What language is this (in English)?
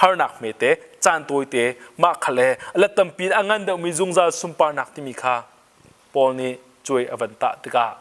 Hakha Chin